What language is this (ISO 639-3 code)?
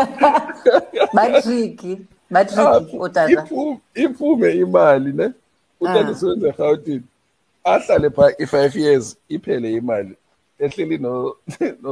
xho